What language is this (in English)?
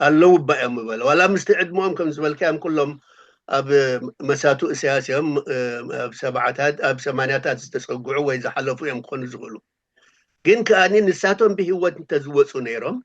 Tigrinya